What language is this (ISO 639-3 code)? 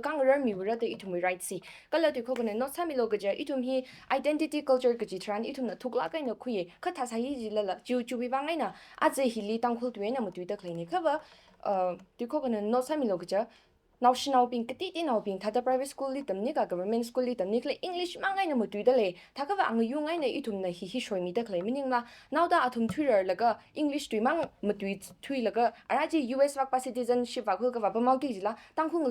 nmf